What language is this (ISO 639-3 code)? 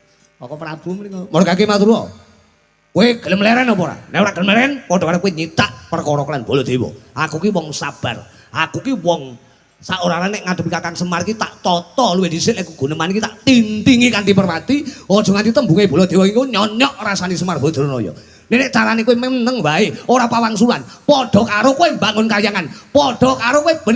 jav